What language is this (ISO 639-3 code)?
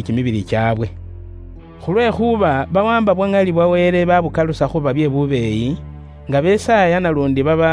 luy